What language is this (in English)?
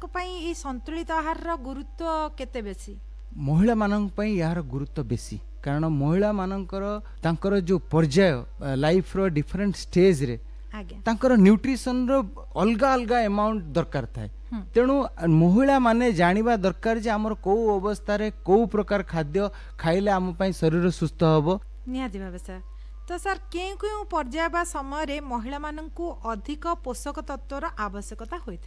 Odia